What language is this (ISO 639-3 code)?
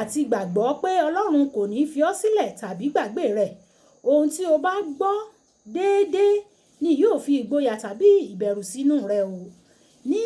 yor